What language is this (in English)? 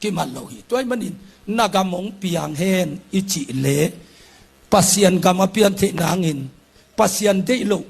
Tedim Chin